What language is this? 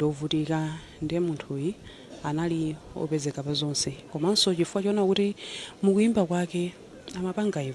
Nyanja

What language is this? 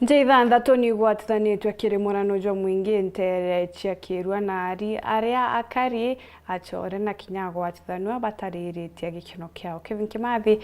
Meru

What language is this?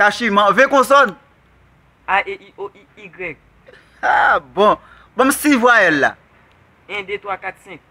Haitian Creole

